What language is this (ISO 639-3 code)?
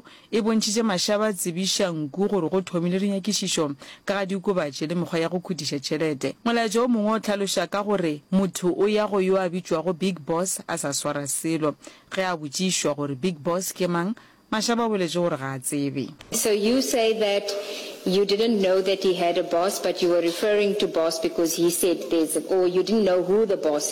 nso